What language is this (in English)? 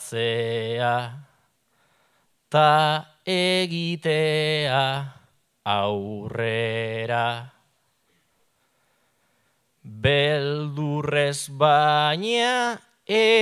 Basque